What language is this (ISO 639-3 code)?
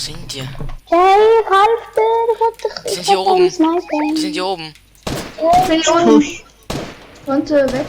gsw